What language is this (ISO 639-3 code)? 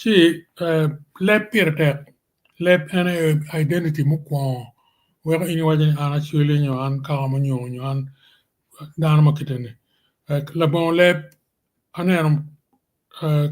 ach